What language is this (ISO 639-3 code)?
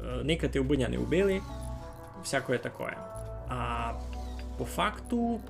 rue